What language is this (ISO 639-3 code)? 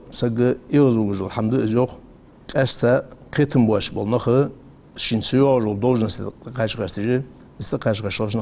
inh